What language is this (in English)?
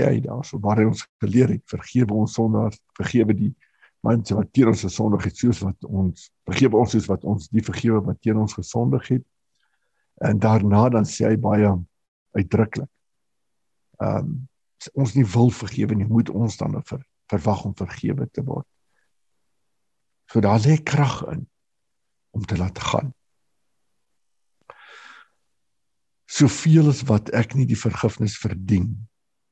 Afrikaans